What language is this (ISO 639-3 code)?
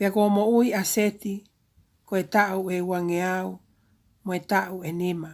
ton